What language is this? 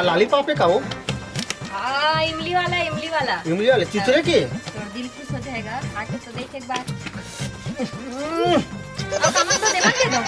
Chhattisgarhi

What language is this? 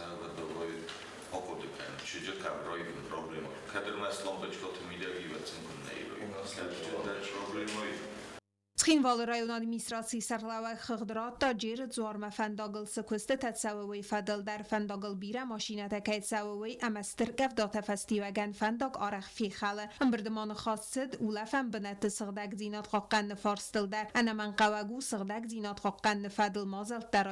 Ossetic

